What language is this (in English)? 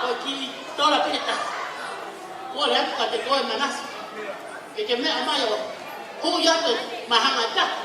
Tongan